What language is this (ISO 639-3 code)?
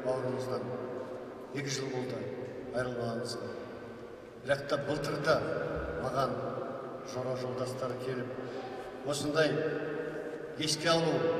kaz